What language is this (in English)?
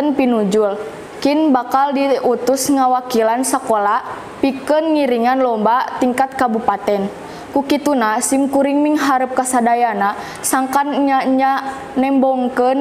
Sundanese